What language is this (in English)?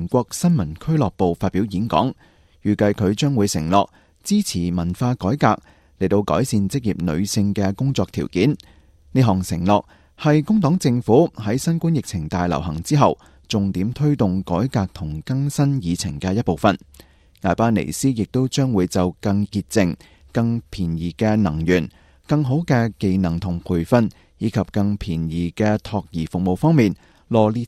Cantonese